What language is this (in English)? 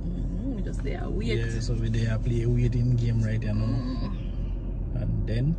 Jamaican Creole English